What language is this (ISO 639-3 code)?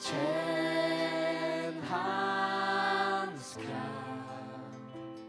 fao